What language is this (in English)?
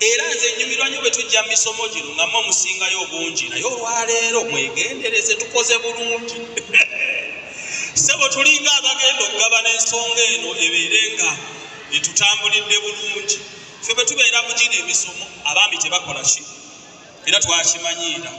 Ganda